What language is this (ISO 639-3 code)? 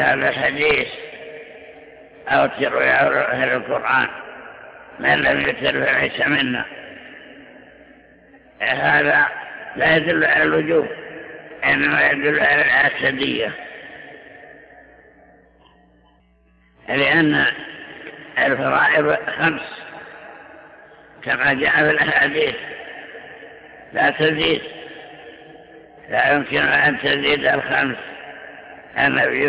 ara